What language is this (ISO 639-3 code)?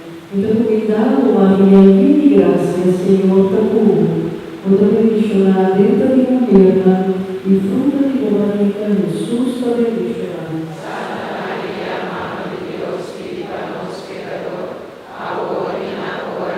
pap